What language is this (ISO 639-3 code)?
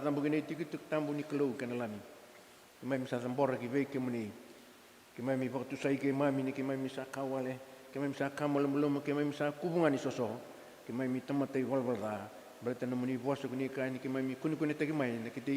fij